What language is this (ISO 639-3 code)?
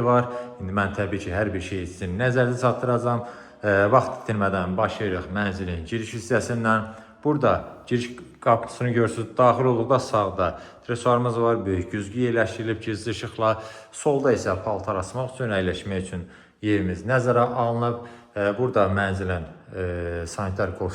aze